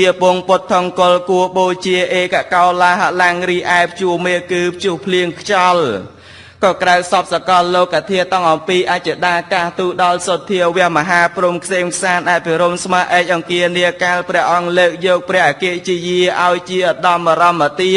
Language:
Khmer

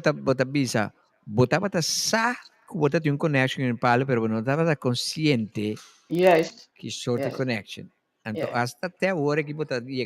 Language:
Papiamento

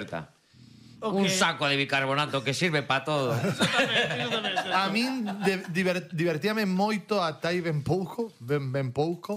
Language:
Galician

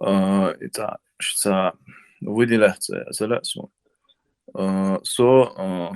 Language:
Chechen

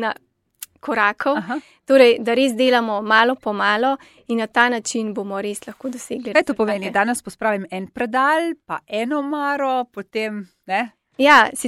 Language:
Slovenian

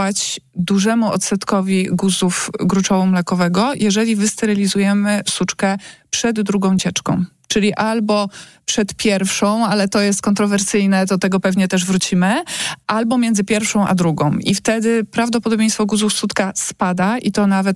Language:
Polish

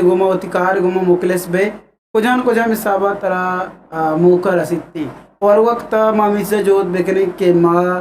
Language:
Eastern Balochi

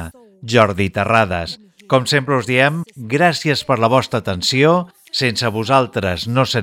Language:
Catalan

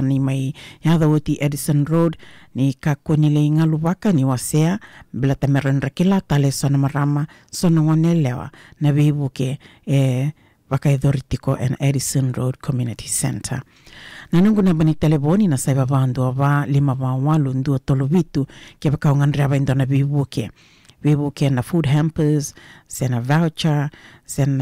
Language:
Fijian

